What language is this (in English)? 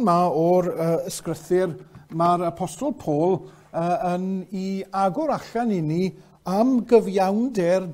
Welsh